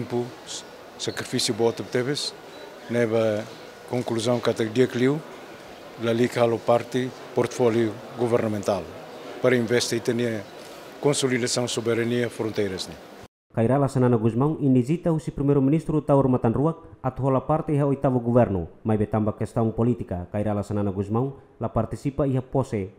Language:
Tetum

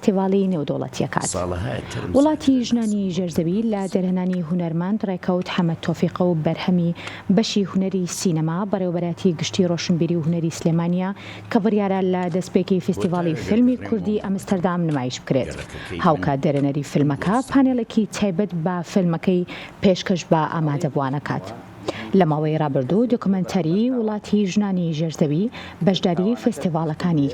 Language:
Central Kurdish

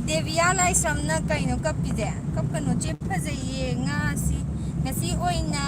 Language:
Manipuri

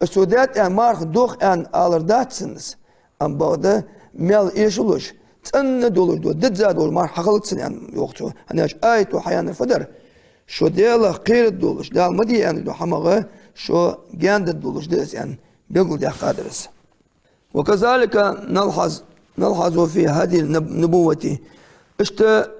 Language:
Ingush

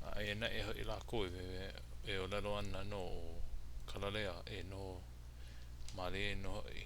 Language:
Hawaiian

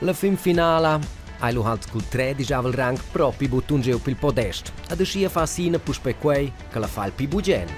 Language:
Romansh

